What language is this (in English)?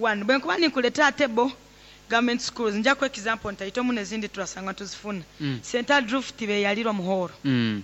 Nyoro